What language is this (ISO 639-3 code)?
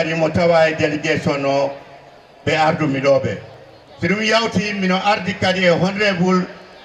ful